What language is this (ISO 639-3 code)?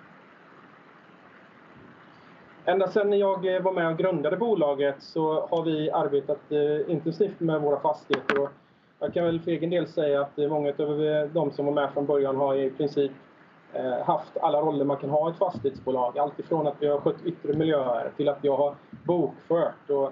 swe